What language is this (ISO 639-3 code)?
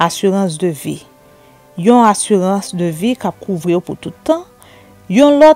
hat